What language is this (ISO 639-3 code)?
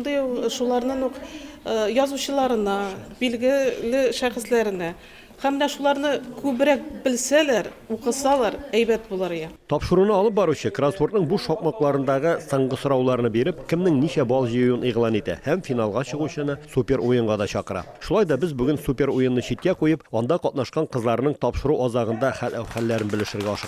tat